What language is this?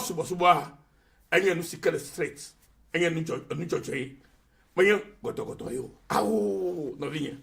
Ewe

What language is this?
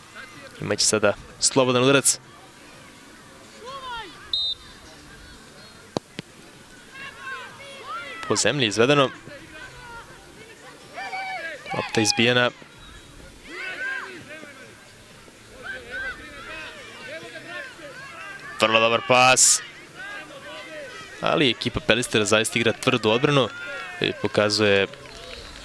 Serbian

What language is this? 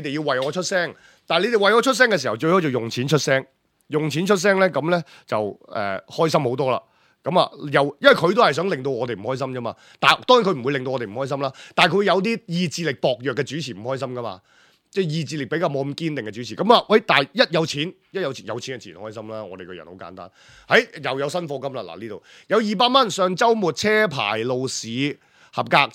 Cantonese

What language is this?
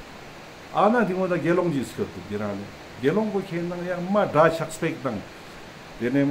Ladakhi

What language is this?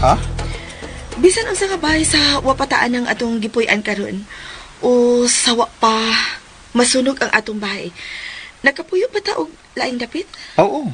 Cebuano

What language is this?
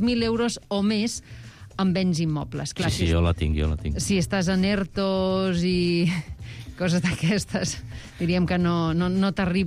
Catalan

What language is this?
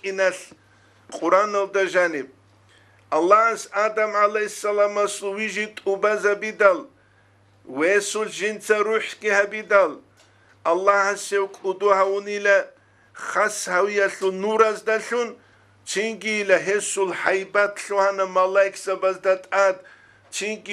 Avaric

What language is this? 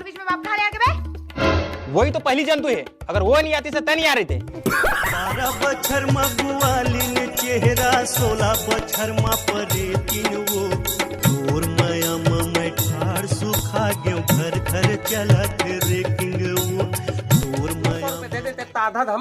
Chhattisgarhi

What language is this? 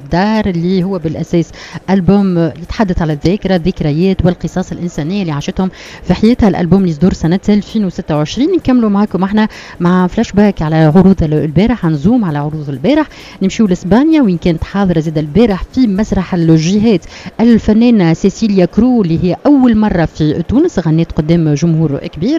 Tunisian Arabic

